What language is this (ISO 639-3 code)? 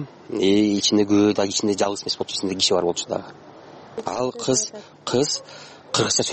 kir